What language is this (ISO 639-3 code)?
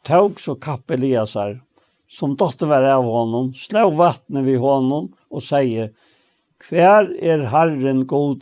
fao